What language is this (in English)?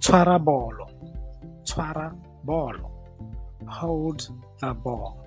Tswana